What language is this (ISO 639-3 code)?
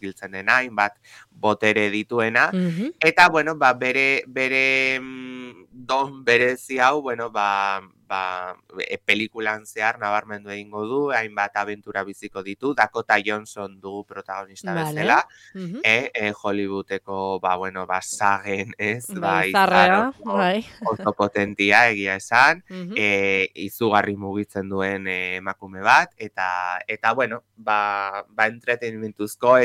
eus